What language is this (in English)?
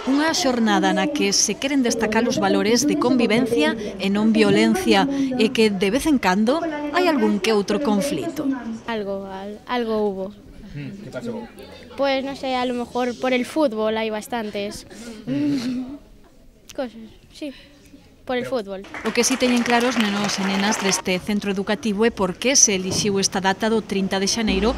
Galician